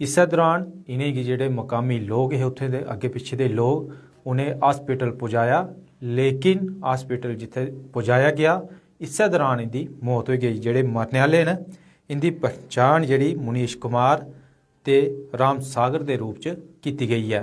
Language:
Dogri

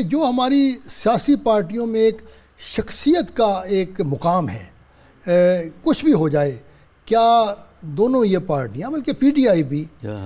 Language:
Urdu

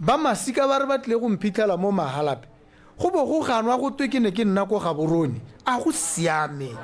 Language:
Tswana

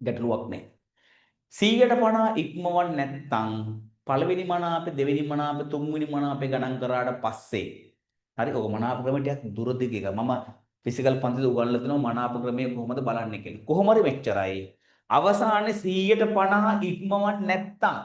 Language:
Sinhala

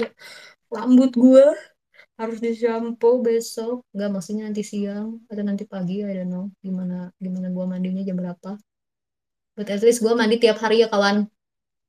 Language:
Indonesian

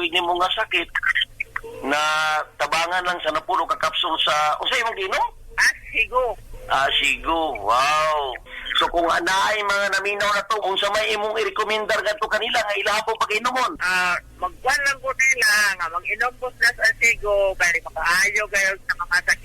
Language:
Cebuano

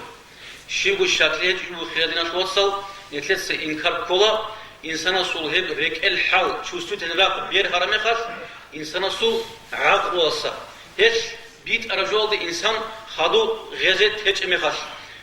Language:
Avaric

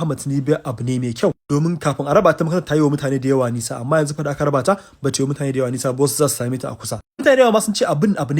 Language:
Hausa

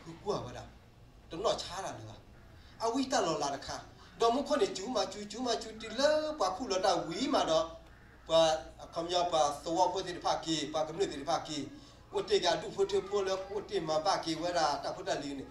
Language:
S'gaw Karen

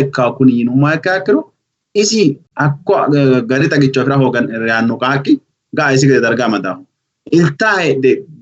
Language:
Sidamo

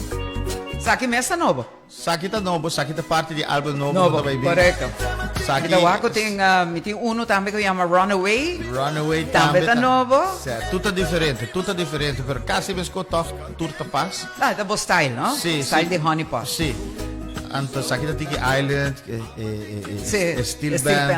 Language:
Papiamento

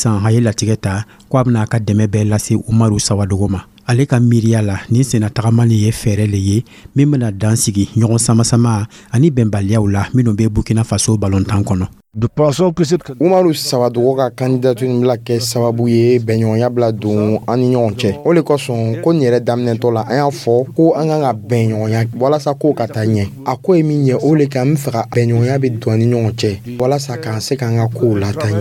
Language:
Dyula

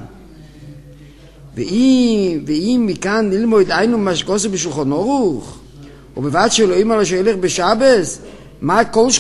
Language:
Hebrew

